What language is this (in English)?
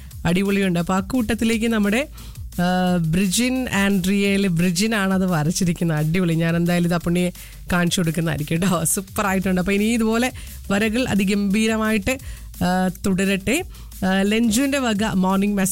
Malayalam